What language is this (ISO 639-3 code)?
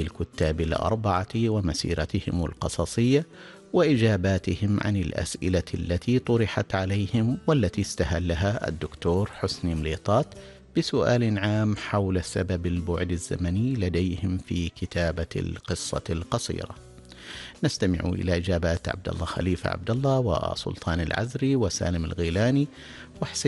ara